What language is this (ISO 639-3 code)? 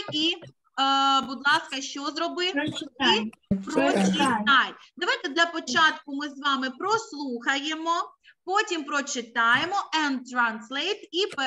ukr